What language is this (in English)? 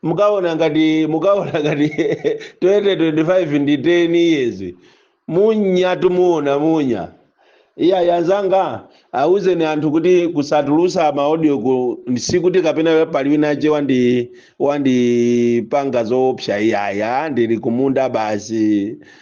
Nyanja